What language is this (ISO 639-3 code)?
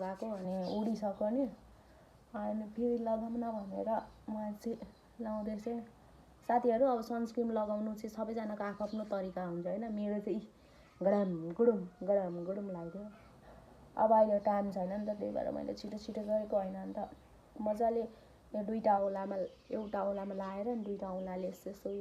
nep